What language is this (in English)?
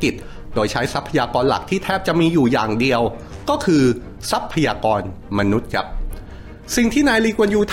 Thai